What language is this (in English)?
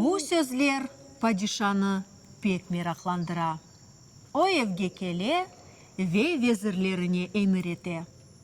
Crimean Tatar